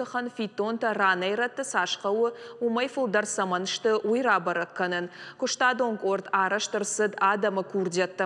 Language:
Ossetic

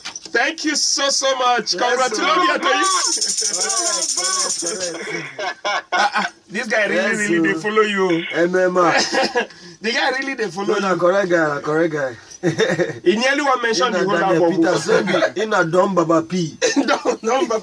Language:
Nigerian Pidgin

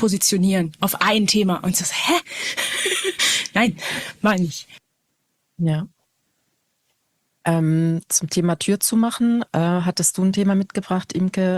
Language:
German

